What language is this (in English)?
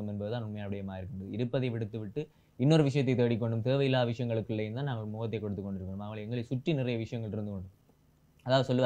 Tamil